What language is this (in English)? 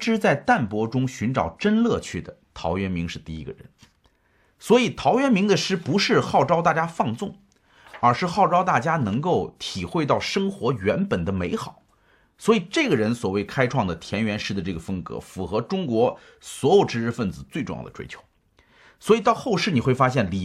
Chinese